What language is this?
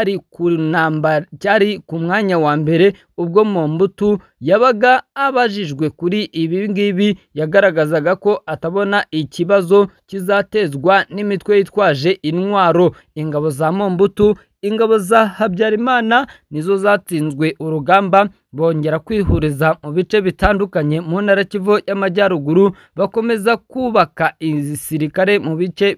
Kinyarwanda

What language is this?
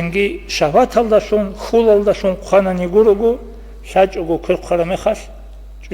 Avaric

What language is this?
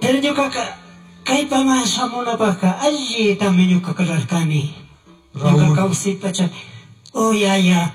Chimborazo Highland Quichua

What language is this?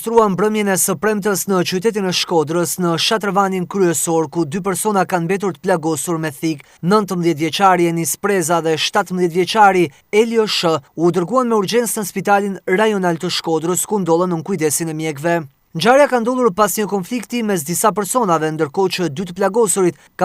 Albanian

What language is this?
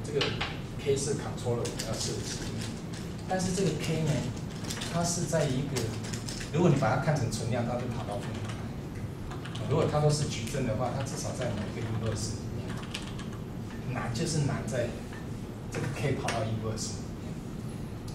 Chinese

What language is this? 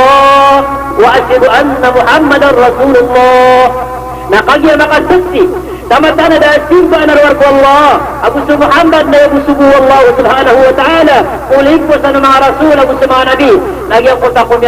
Maranao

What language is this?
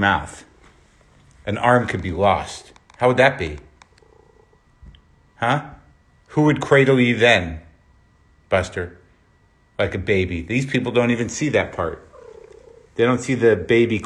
English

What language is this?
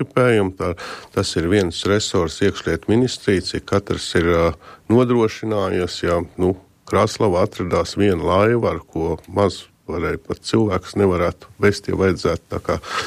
Latvian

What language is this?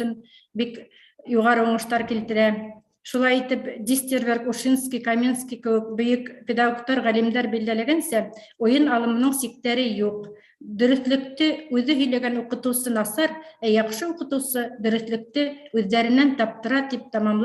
Bashkir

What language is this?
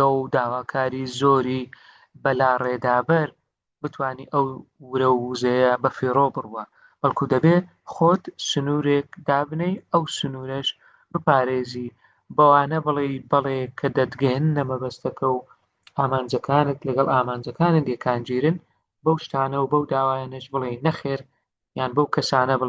Central Kurdish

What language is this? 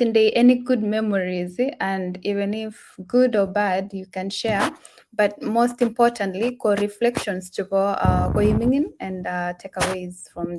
Kalenjin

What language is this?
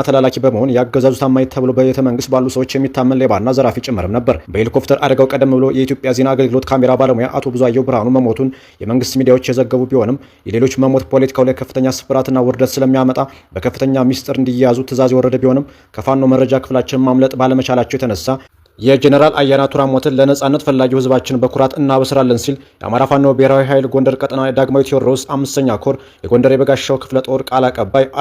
Amharic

